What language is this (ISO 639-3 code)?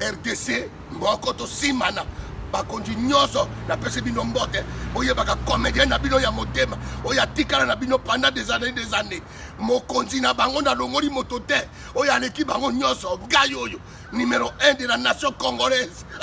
lin